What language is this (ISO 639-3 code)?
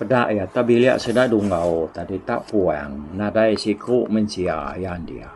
iba